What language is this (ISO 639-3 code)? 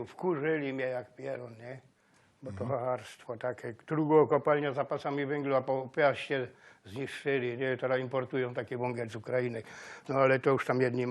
szl